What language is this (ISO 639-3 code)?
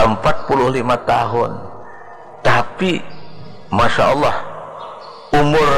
bjn